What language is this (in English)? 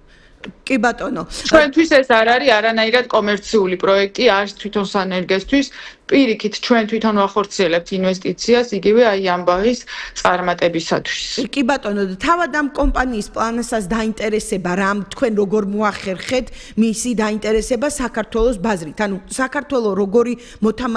Georgian